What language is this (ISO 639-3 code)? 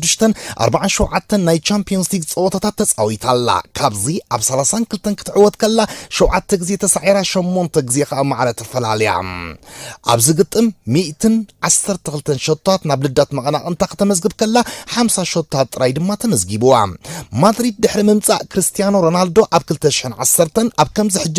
tir